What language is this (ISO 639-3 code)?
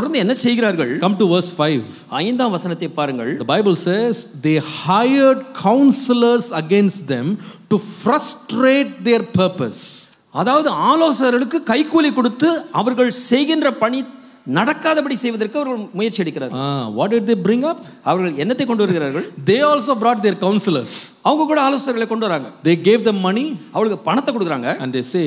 tam